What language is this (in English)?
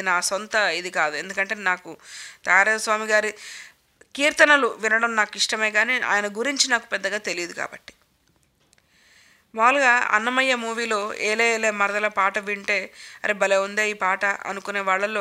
Telugu